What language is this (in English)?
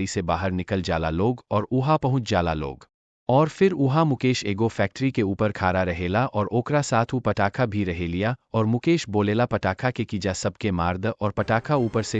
Bhojpuri